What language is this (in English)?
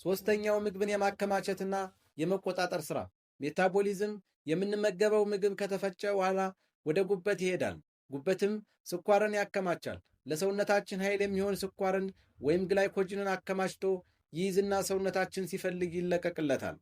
Amharic